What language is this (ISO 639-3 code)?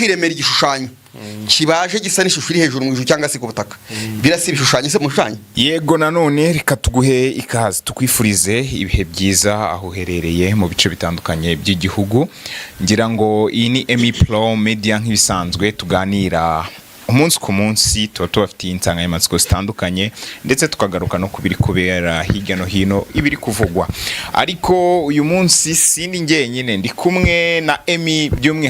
kin